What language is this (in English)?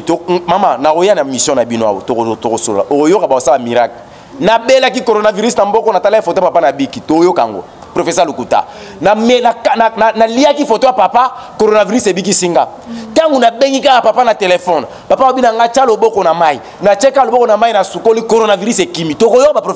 Lingala